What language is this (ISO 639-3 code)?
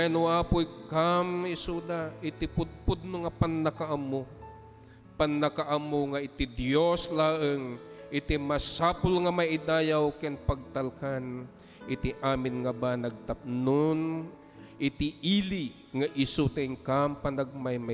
ilo